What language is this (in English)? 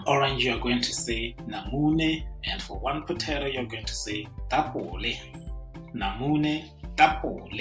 Tswana